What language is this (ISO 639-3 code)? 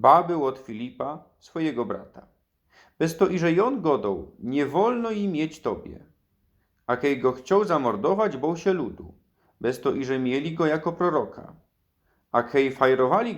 szl